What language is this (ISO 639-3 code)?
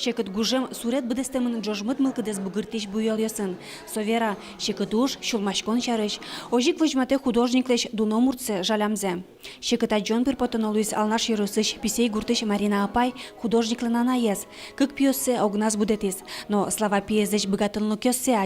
udm